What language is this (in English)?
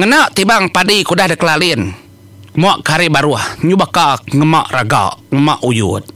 Iban